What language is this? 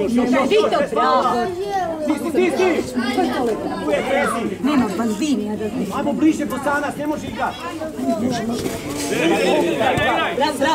Croatian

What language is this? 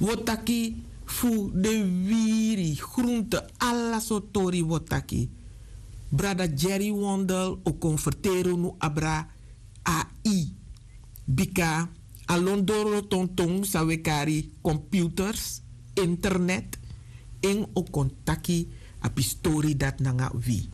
Sranan Tongo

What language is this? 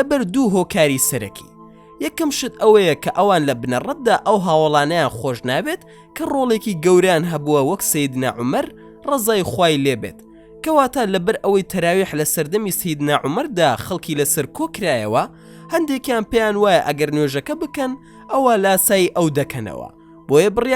Central Kurdish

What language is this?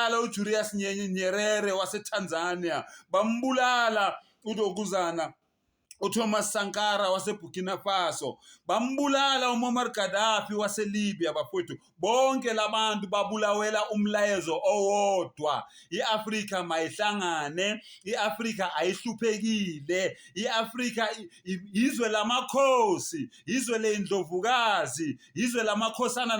Zulu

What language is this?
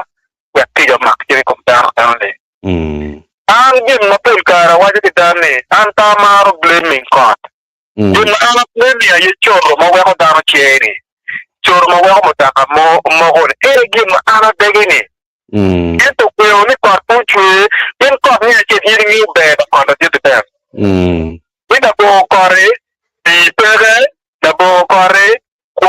Acoli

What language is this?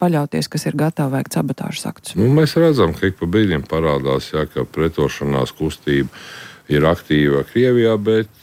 Latvian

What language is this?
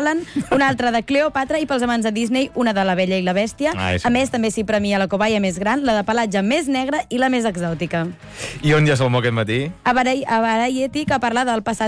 Catalan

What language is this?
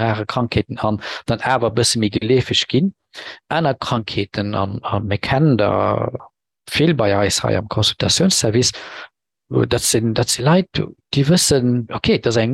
Luxembourgish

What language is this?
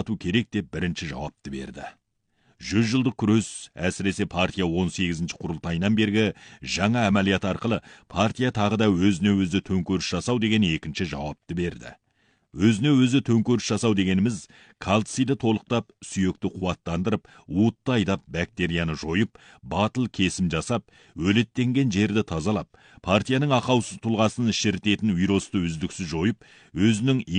Kazakh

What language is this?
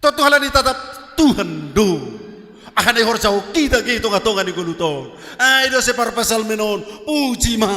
Batak Simalungun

